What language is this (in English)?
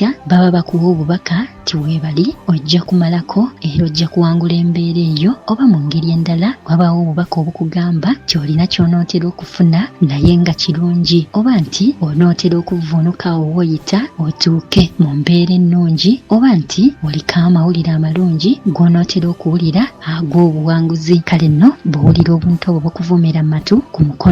Ganda